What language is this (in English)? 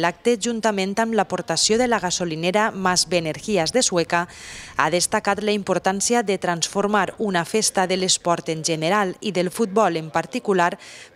Catalan